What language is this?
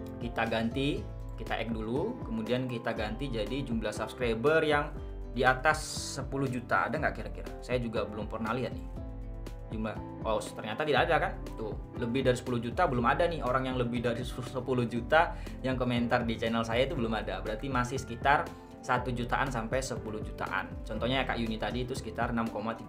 Indonesian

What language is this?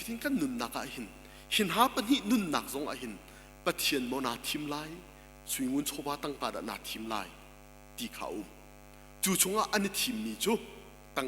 Hakha Chin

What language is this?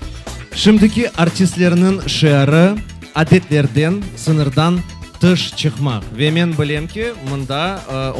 Crimean Tatar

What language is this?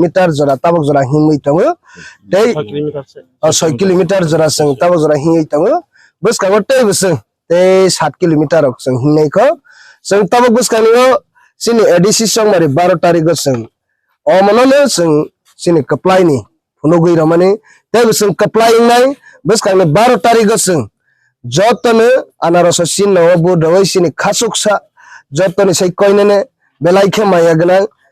Kok Borok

